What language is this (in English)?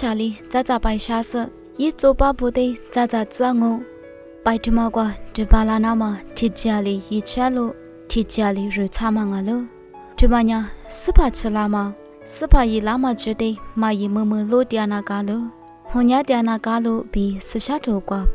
Lisu